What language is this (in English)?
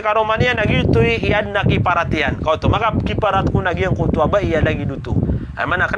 Maranao